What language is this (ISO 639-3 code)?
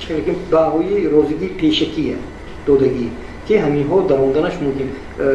tgk